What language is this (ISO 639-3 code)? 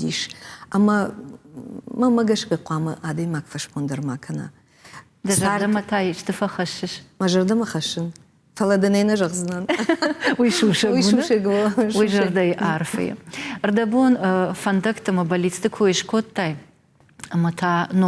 oss